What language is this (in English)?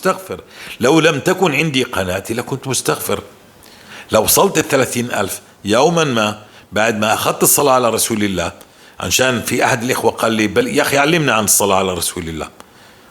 North Levantine Arabic